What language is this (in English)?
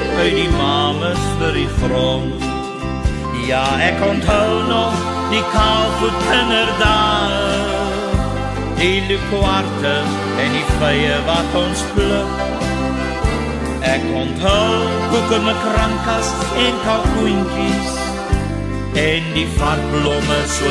Afrikaans